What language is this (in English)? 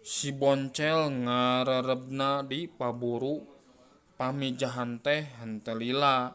Sundanese